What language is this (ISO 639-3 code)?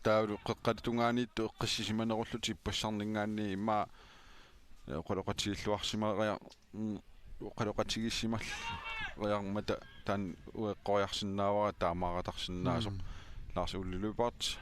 kal